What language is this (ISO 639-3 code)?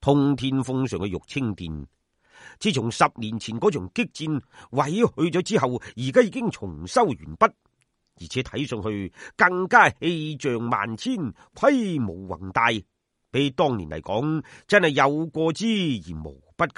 yue